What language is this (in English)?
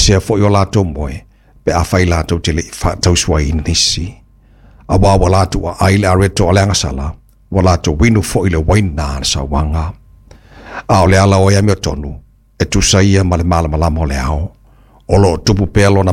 Samoan